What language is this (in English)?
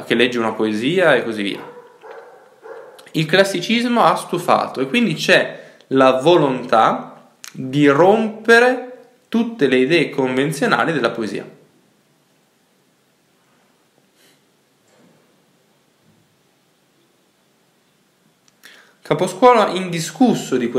Italian